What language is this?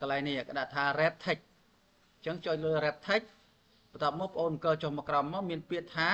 Khmer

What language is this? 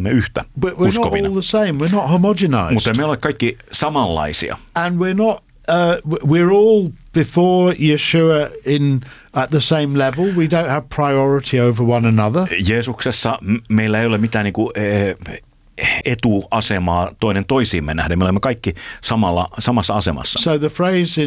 Finnish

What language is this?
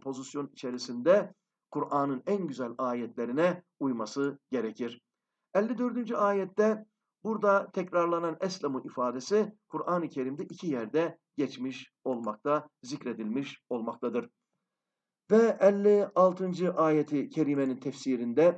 Turkish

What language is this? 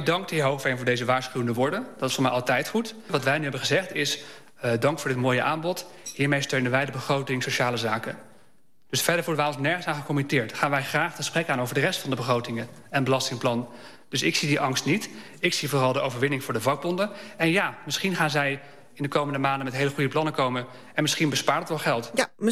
Dutch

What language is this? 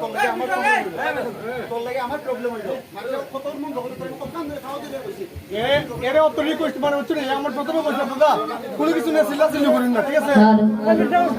Sylheti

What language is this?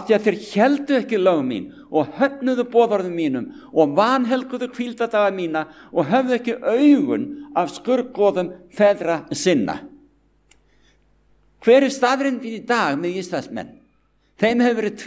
Icelandic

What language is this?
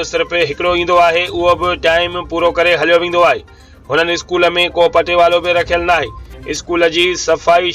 Sindhi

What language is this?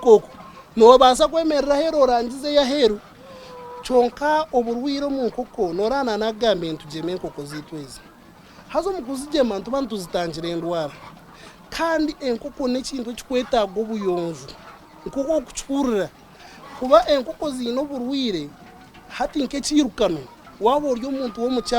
Nyankole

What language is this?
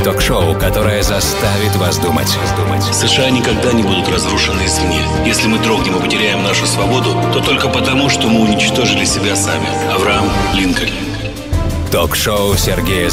Russian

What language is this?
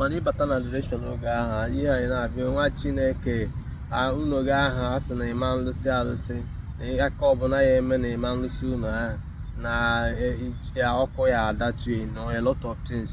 Igbo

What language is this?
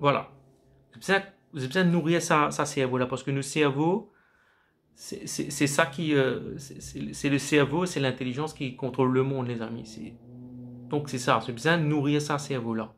Morisyen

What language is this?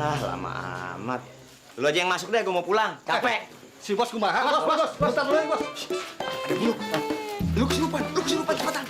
Betawi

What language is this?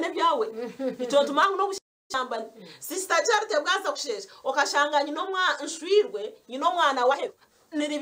Nyankole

